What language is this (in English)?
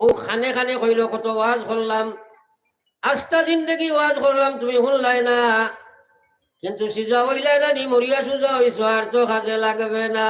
Sylheti